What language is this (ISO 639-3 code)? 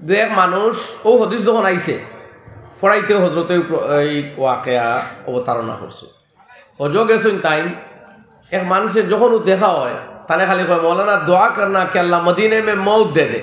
syl